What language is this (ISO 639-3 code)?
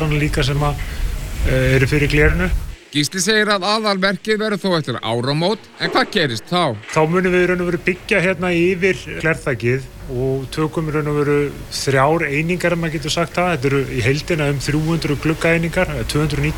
isl